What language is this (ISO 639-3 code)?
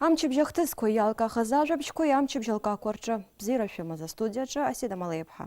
abk